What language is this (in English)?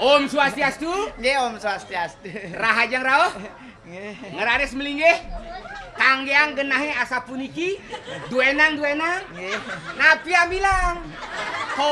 Balinese